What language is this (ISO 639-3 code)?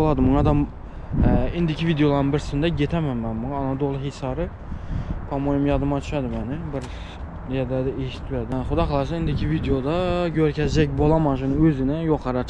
tuk